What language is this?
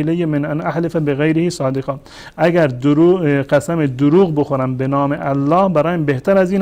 Persian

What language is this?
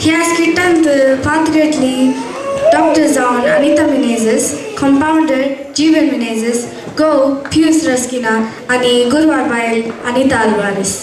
Konkani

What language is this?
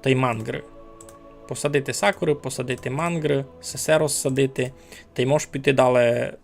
Rusyn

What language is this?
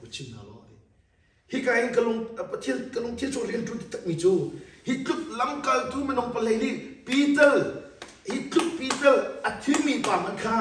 Hakha Chin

